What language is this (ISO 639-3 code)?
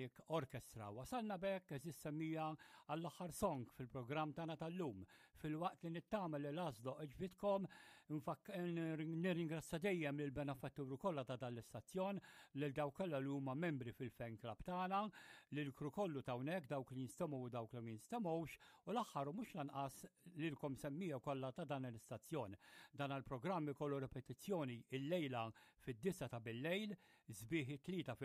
mlt